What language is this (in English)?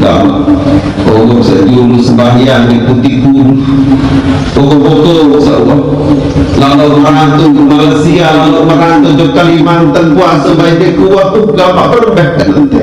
Sasak